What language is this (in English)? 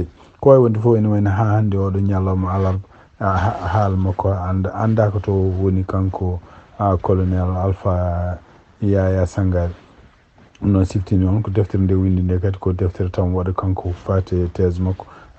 Fula